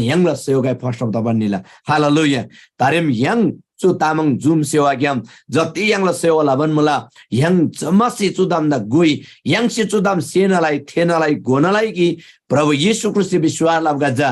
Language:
Eastern Tamang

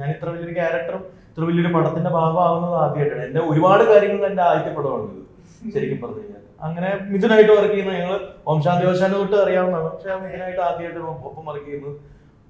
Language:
Malayalam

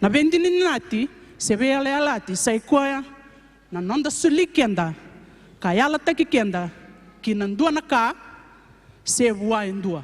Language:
Fijian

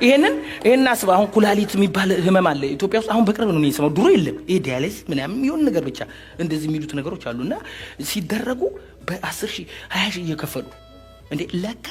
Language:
Amharic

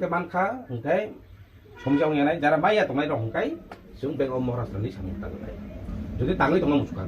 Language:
Riang (India)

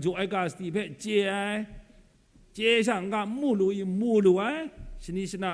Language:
Kachin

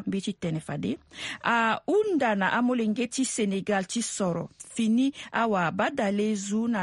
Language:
Sango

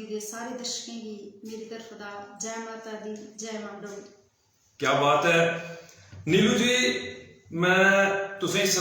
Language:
Dogri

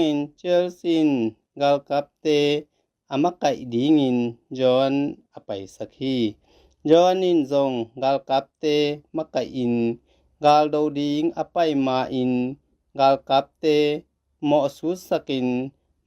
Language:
Tedim Chin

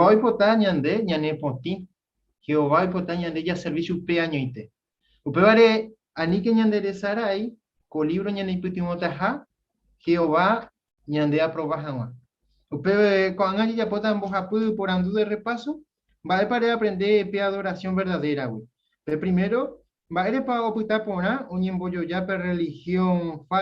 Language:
Guarani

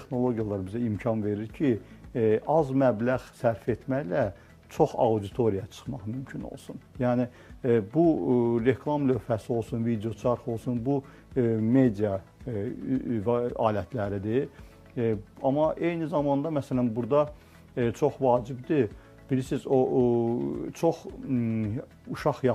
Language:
Azerbaijani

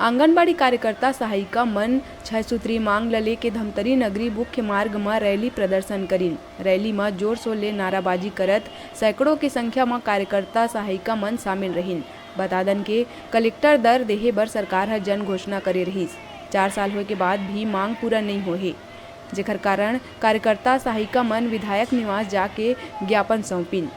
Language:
Chhattisgarhi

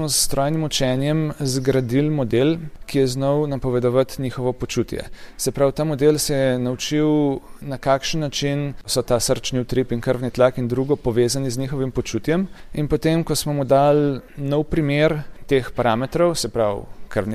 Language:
Slovenian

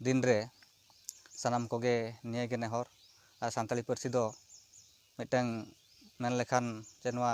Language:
Santali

